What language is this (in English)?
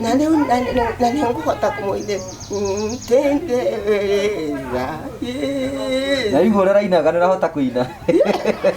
Kikuyu